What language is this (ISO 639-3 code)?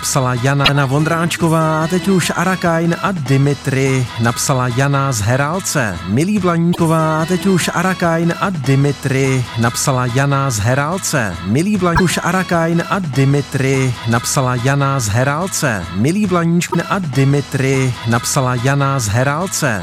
ces